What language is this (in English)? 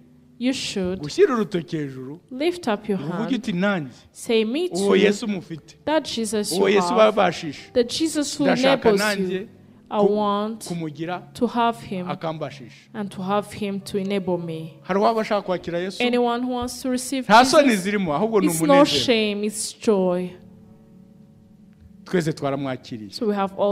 Kinyarwanda